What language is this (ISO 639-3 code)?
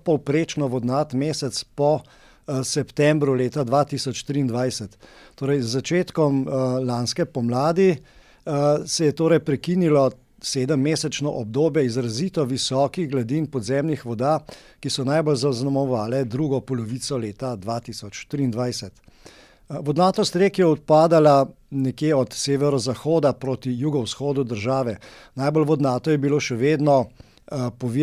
slv